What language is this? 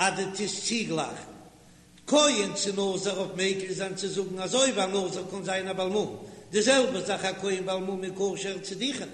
Yiddish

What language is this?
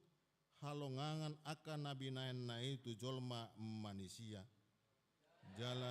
Batak Toba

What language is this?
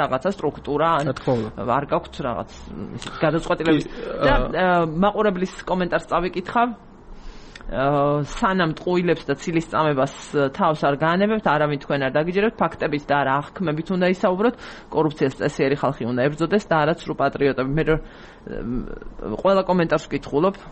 Georgian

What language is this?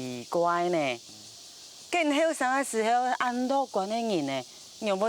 Hakka Chinese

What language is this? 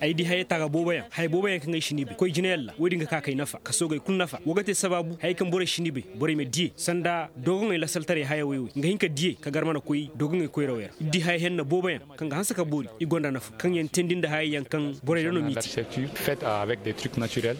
Zarma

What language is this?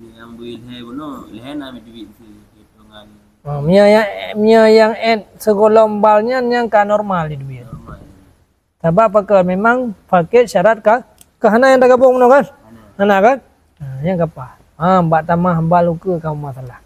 Achinese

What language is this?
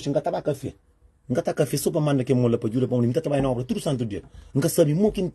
Kabuverdianu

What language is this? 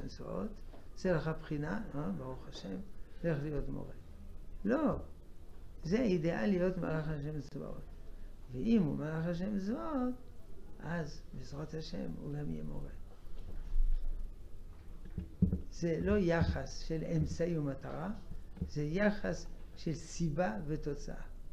Hebrew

